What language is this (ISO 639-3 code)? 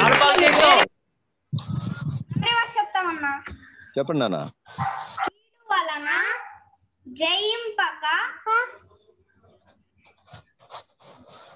tel